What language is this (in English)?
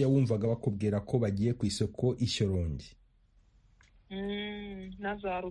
Kinyarwanda